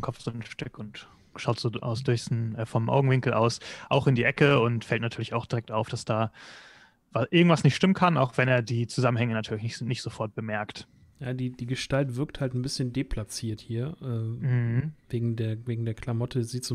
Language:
German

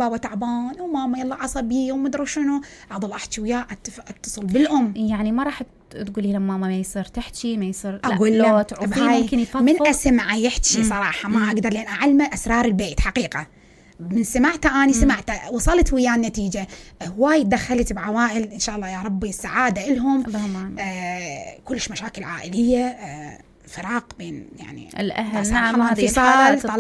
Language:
Mesopotamian Arabic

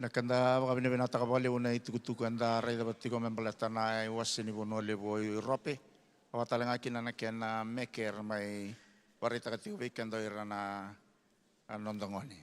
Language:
Fijian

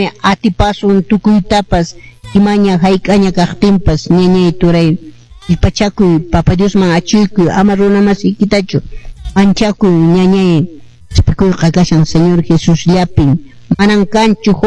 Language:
Quechua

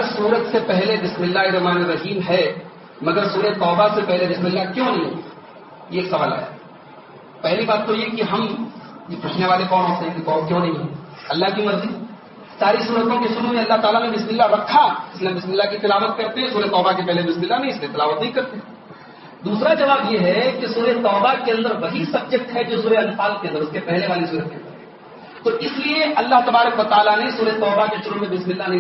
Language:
Urdu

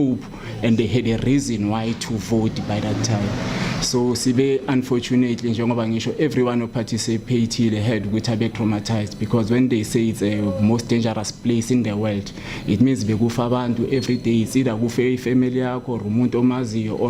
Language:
Zulu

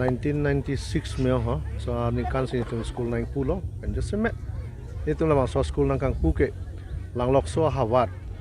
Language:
Karbi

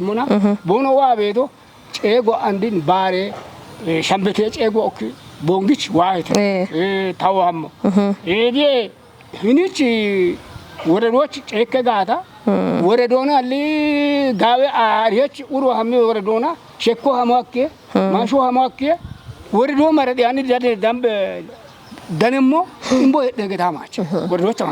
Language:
Kafa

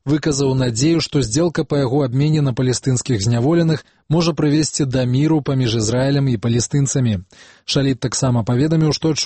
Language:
Belarusian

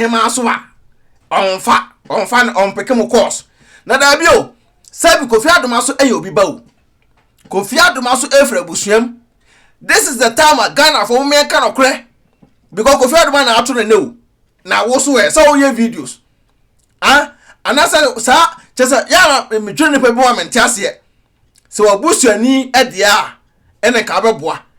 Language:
Akan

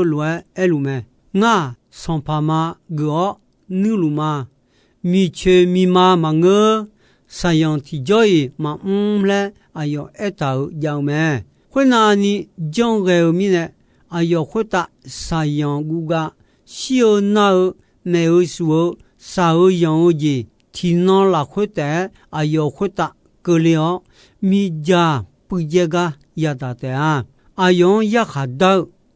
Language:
Akha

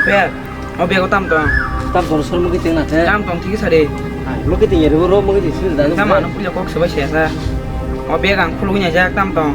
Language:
Kok Borok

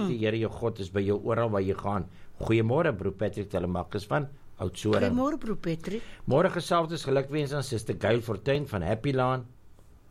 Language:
Afrikaans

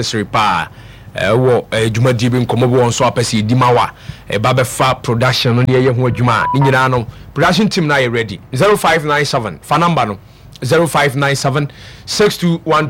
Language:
Akan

